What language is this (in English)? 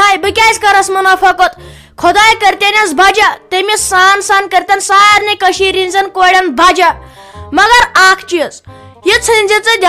Kashmiri